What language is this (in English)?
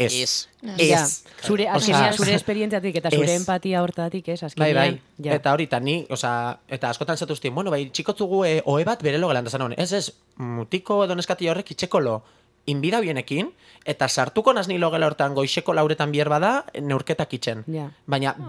Basque